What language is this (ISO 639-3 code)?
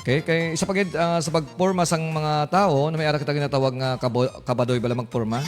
hil